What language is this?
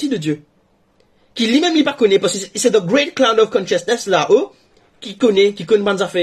Morisyen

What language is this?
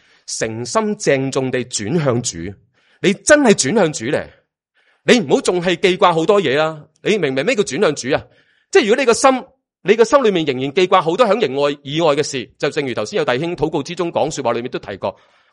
Cantonese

